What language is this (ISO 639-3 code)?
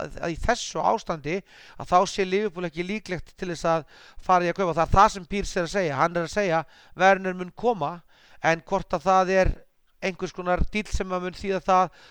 isl